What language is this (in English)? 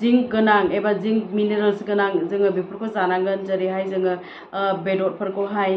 Bodo